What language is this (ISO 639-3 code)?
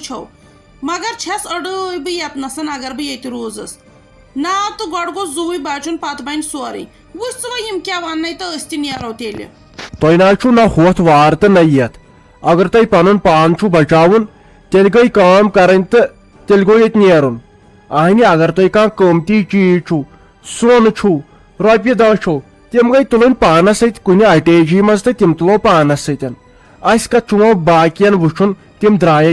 kas